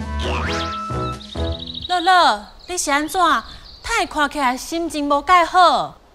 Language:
Min Nan Chinese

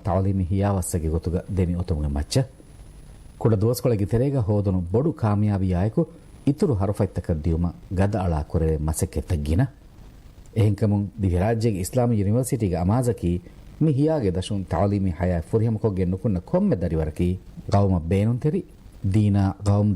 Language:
Divehi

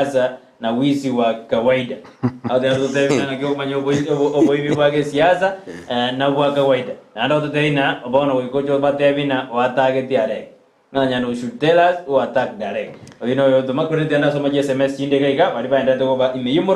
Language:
Gusii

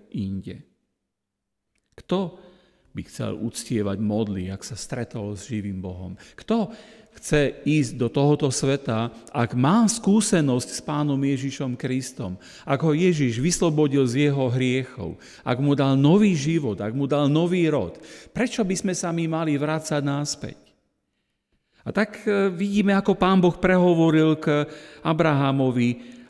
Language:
Slovak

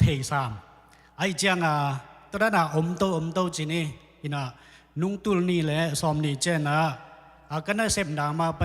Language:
Tedim Chin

